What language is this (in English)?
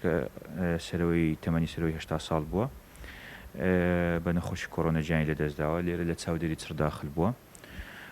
Central Kurdish